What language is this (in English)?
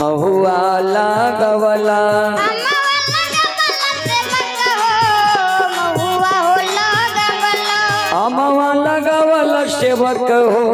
Maithili